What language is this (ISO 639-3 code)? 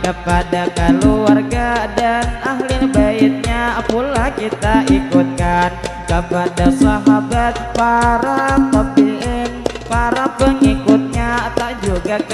bjn